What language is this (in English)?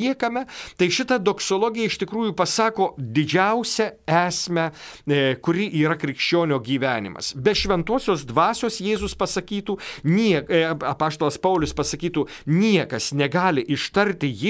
Lithuanian